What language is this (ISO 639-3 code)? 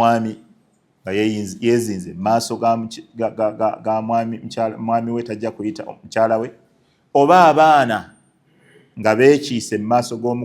lug